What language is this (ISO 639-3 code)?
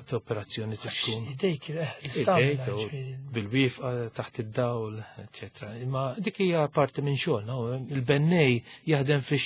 mlt